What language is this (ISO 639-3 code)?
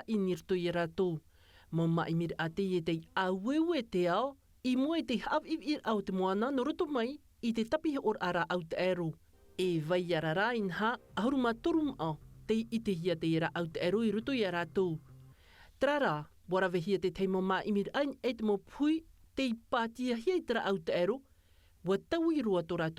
tah